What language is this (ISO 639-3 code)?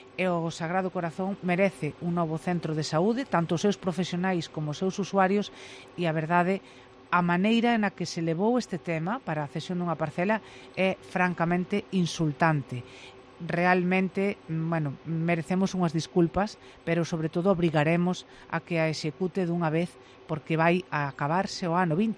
glg